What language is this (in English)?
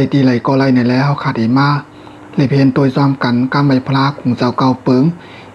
Shan